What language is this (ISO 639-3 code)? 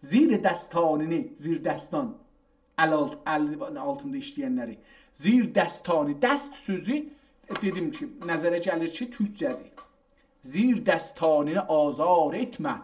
azb